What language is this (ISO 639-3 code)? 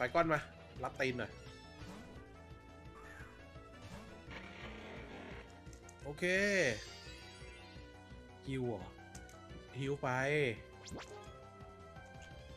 tha